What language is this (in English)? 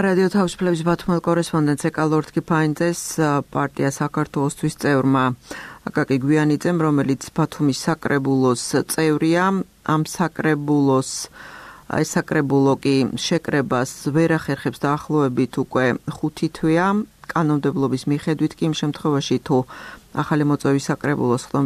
Georgian